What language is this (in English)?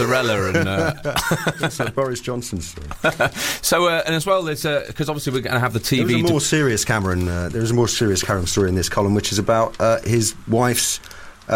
English